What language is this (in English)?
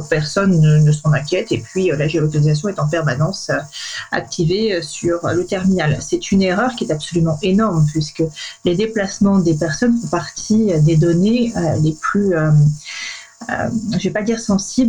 French